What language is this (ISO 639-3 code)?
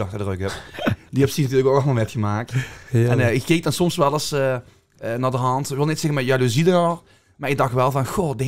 lim